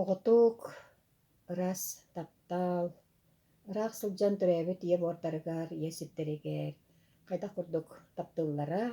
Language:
Yakut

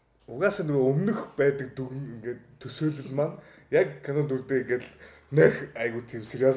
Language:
Mongolian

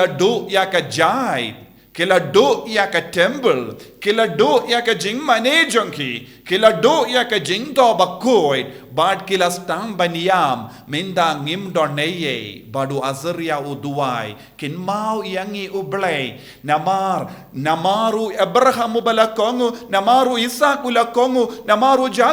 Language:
Khasi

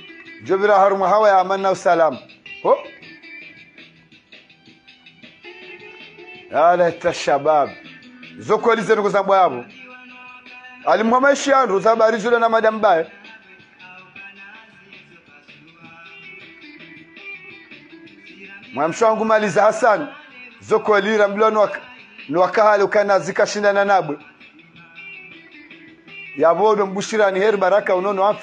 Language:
Swahili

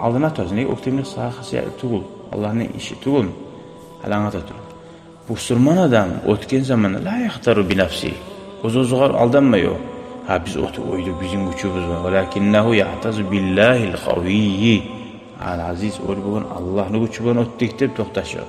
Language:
Kumyk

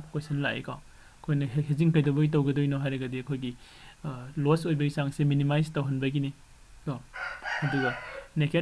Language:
Manipuri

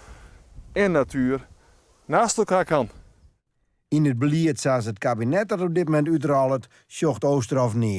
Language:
Western Frisian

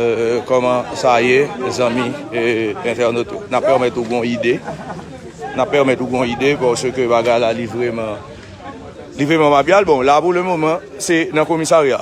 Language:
Haitian Creole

